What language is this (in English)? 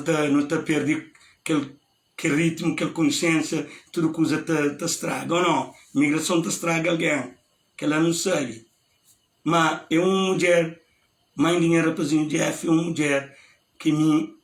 Kabuverdianu